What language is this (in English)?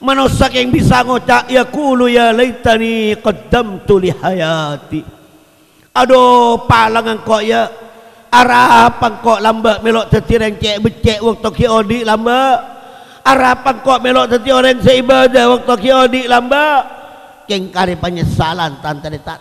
Madurese